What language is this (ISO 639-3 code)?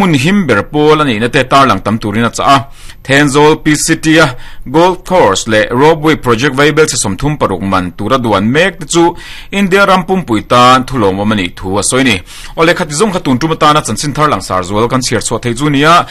lus